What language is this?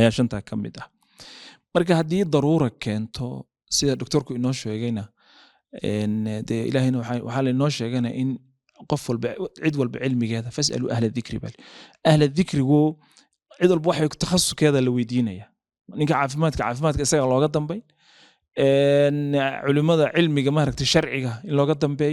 Somali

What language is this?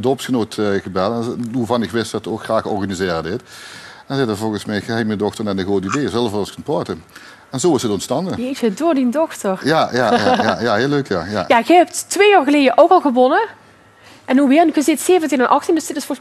Limburgish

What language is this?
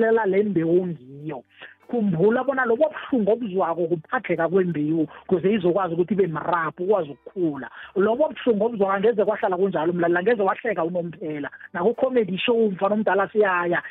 South Ndebele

